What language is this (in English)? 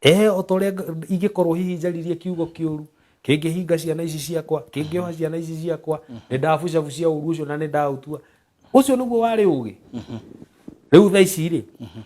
Kikuyu